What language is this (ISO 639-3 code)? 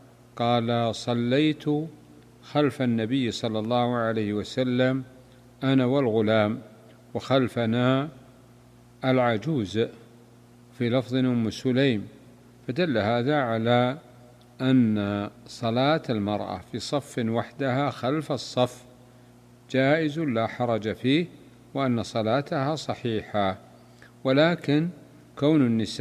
ara